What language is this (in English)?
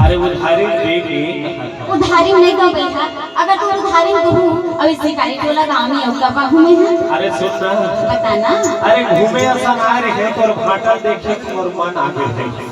Chhattisgarhi